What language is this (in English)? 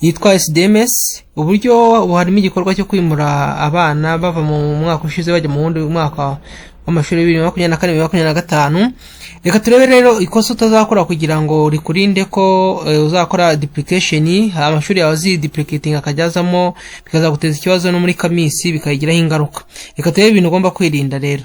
Kinyarwanda